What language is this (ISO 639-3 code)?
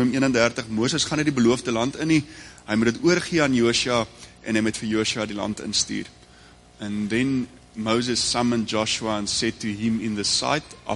afr